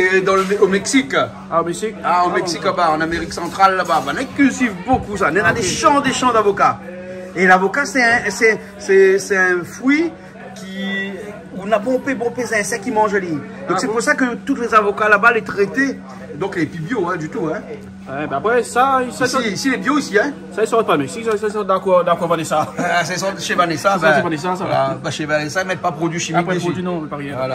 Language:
Réunion Creole French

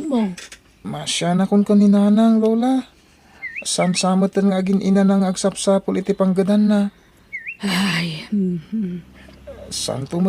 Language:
Iloko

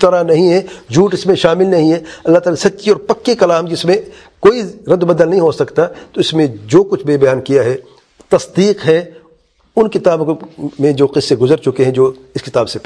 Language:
Urdu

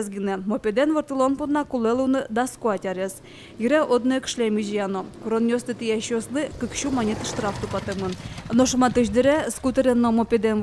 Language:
Udmurt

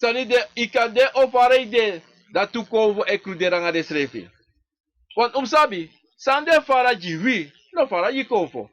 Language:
Sranan Tongo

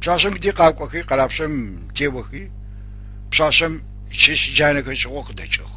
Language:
Adyghe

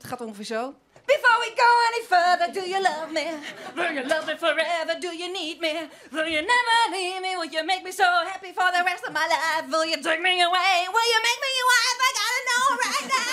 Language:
Western Frisian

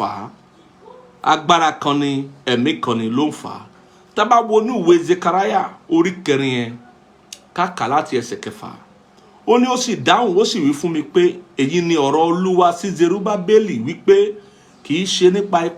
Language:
Yoruba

